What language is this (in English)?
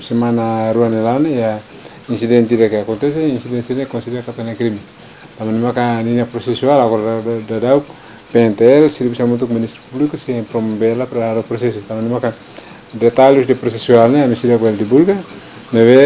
Tetum